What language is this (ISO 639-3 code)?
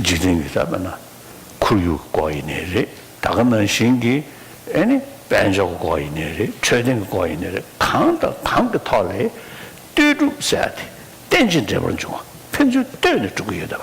bod